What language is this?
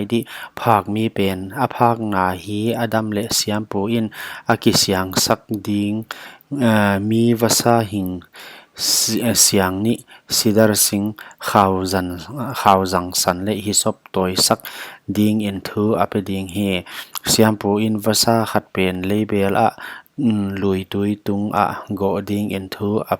Paite Chin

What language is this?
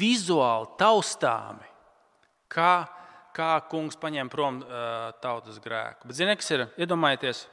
Latvian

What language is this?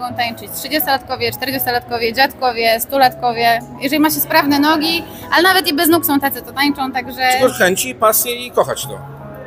Polish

